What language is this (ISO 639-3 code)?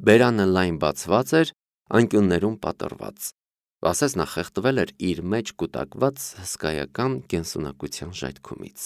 hye